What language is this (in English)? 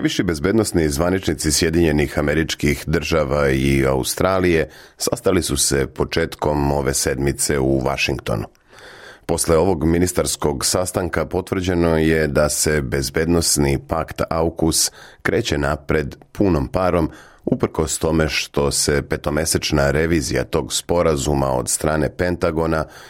Serbian